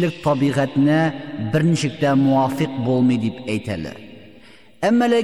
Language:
Tatar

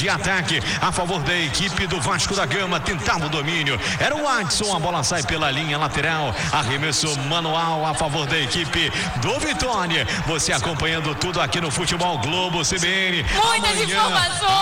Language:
Portuguese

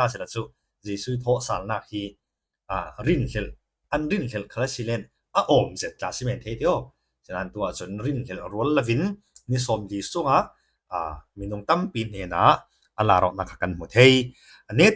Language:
Falam Chin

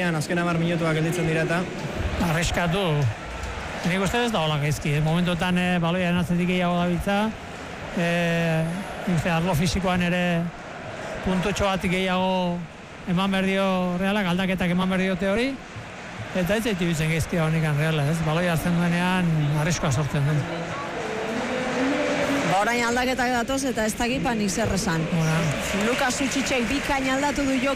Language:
Basque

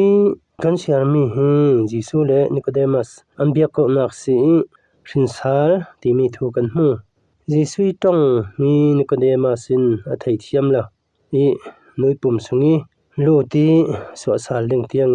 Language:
Falam Chin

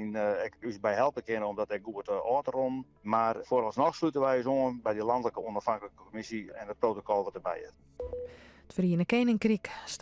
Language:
Western Frisian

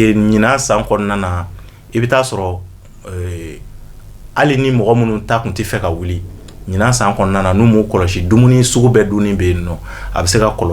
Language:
Bambara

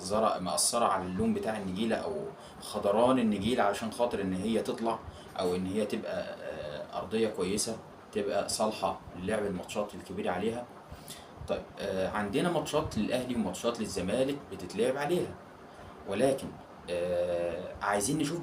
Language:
Egyptian Arabic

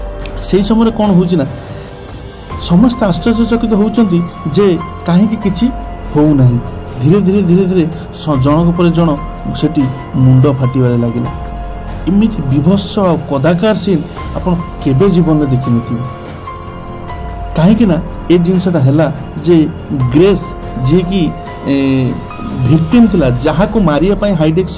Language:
Odia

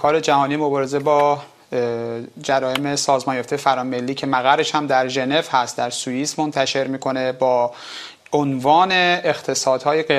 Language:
Persian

